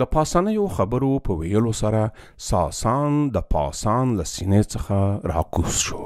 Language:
Pashto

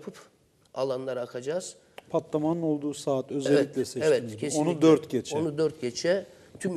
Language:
Turkish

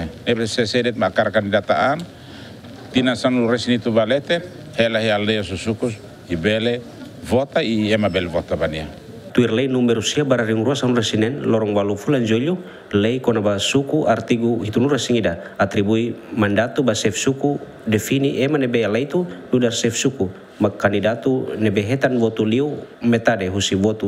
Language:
Tetum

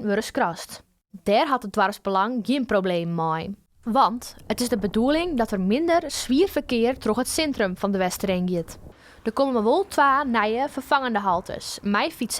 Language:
Western Frisian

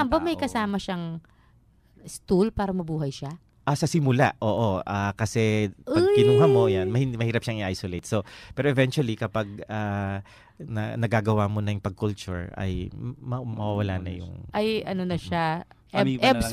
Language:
Filipino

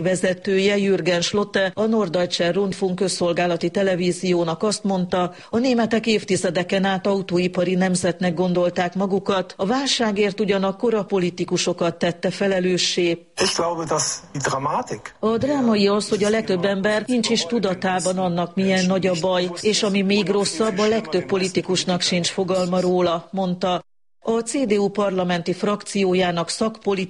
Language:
Hungarian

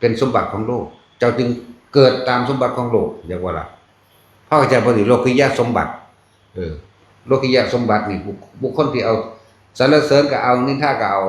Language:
Northeastern Thai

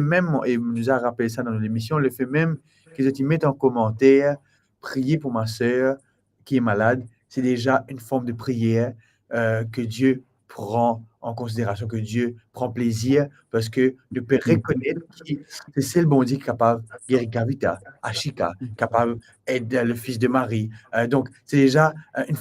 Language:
Morisyen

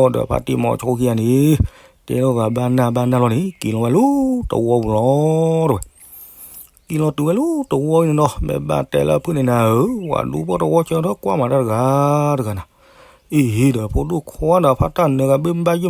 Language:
S'gaw Karen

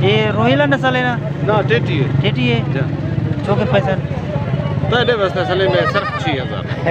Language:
Saraiki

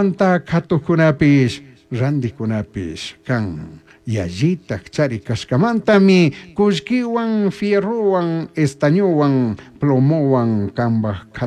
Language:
Chimborazo Highland Quichua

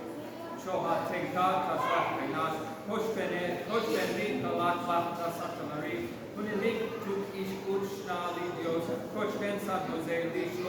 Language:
Kekchí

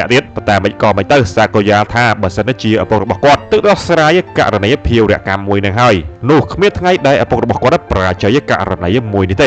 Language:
Khmer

